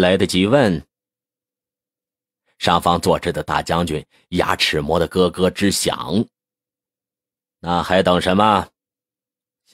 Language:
Chinese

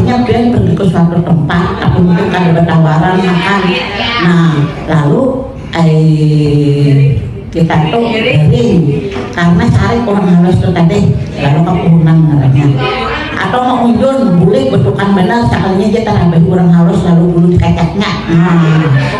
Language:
Banjar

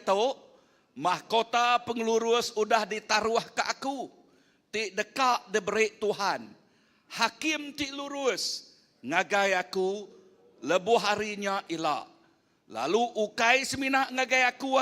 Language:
Iban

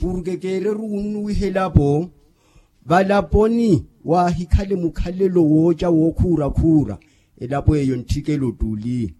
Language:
Makhuwa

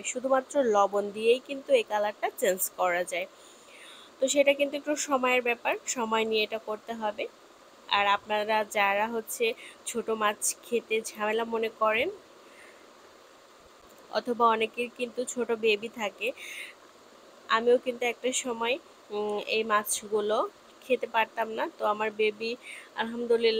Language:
Bangla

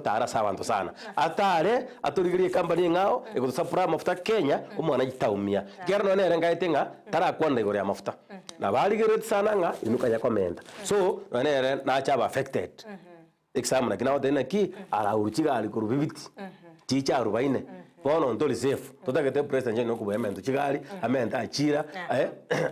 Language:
Gusii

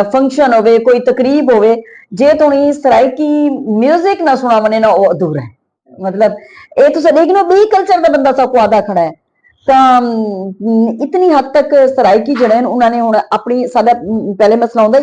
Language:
Saraiki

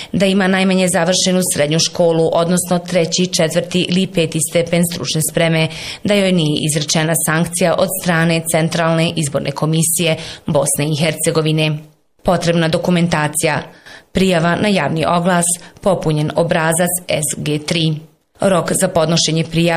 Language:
Bosnian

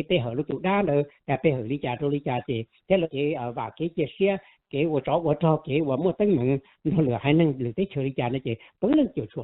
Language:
Hmong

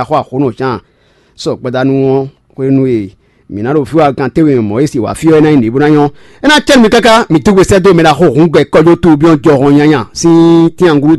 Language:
Fon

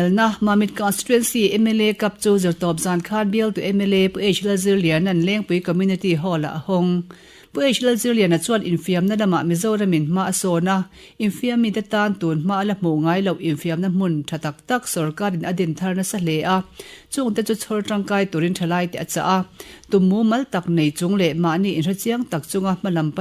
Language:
Mizo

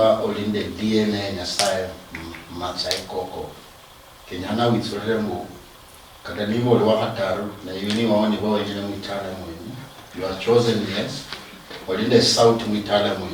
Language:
Luyia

